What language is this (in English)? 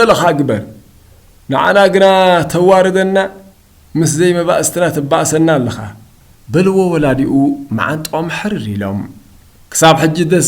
Tigrinya